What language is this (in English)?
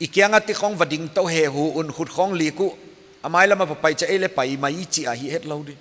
Paite Chin